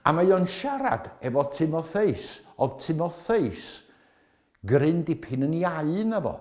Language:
Welsh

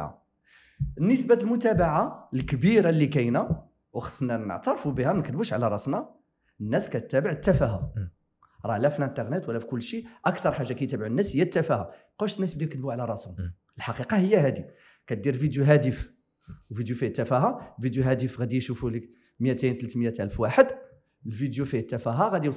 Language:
Moroccan Arabic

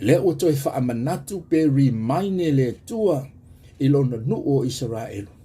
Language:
Samoan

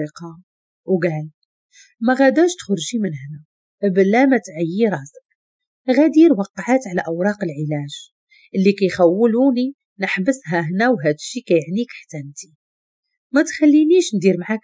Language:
Moroccan Arabic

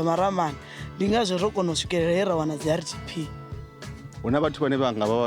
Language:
Venda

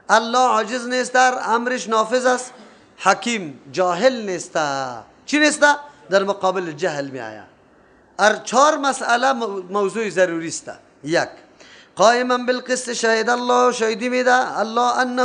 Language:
Persian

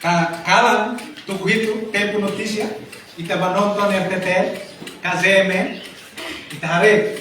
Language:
Tetum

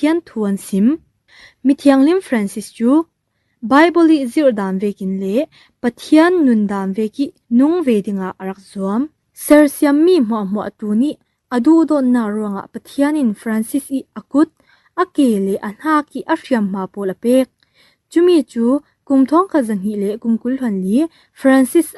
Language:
Falam Chin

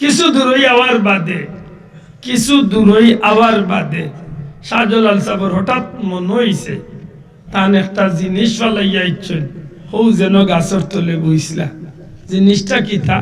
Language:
Sylheti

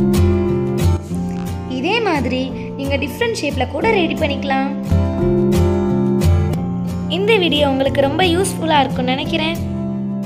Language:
Tamil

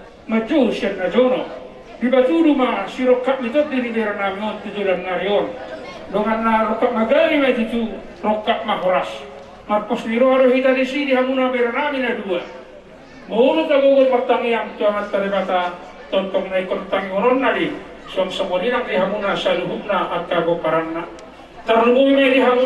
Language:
Batak Toba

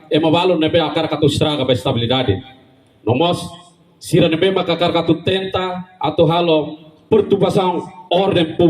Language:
Tetum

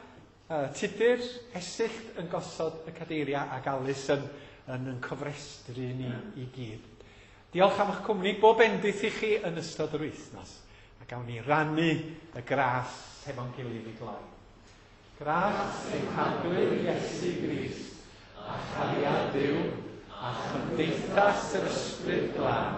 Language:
Welsh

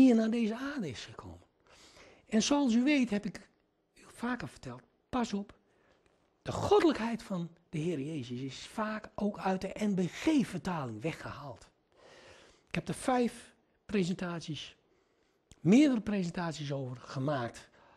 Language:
Dutch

